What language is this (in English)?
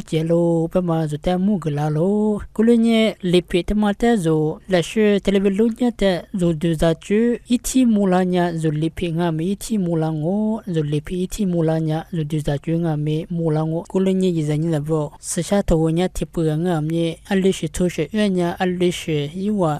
Lisu